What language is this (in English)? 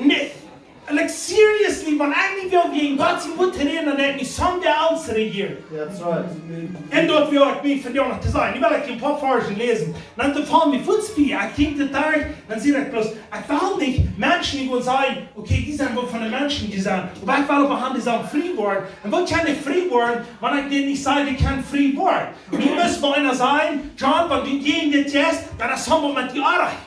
Plautdietsch